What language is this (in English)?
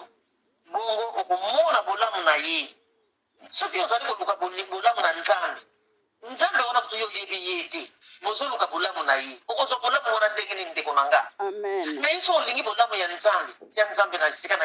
Lingala